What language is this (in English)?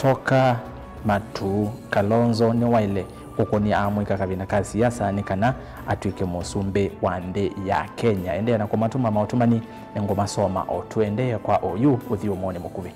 Kamba